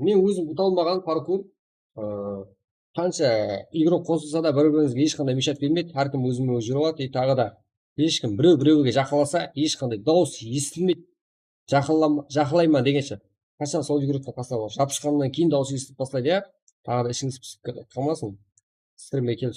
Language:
Kara-Kalpak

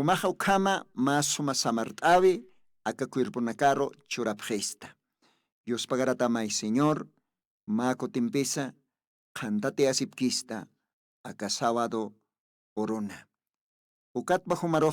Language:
Aymara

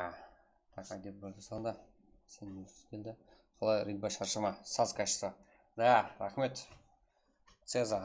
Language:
Kara-Kalpak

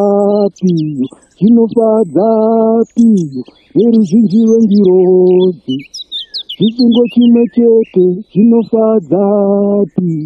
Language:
Shona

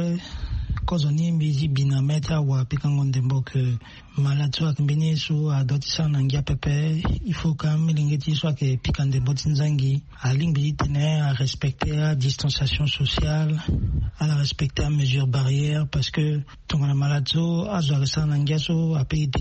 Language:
Sango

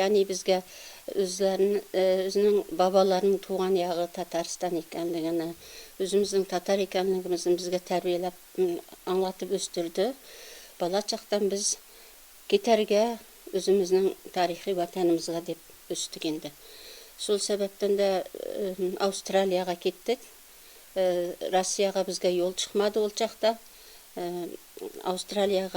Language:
Tatar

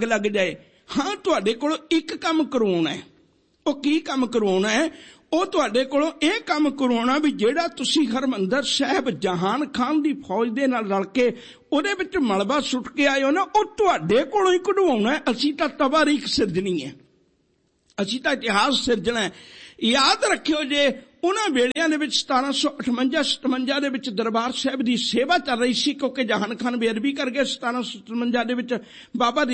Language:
Punjabi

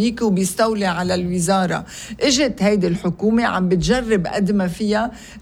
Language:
North Levantine Arabic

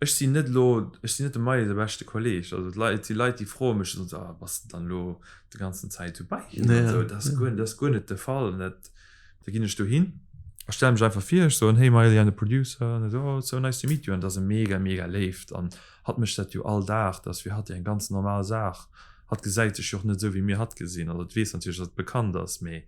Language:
Luxembourgish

